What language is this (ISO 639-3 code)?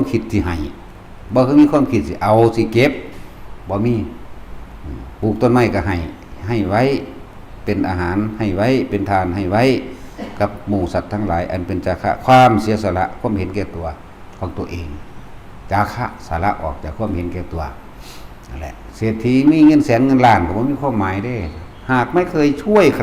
tts